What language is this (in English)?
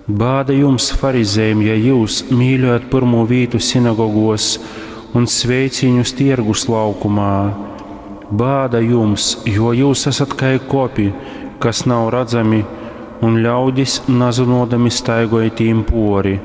Latgalian